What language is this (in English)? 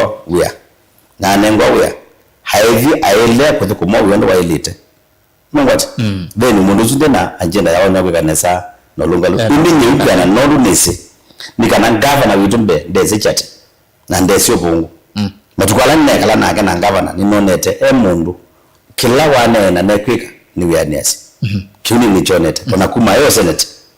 Kamba